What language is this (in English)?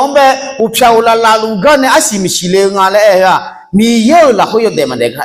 Akha